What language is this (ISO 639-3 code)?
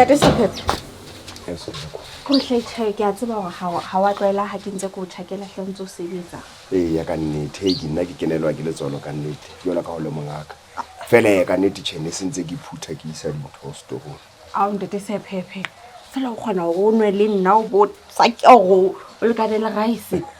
sot